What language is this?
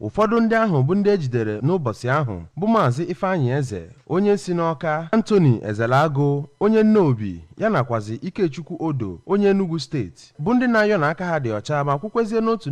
Igbo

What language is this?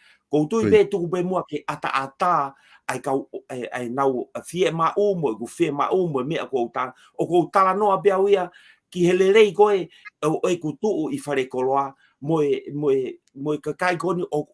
Tongan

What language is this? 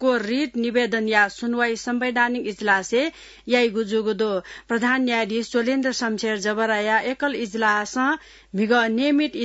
Newari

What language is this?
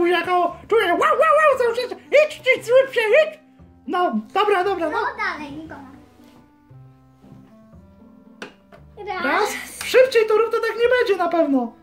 Polish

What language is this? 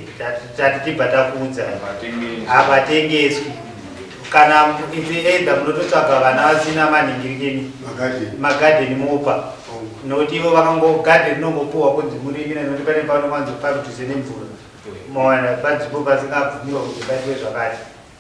Shona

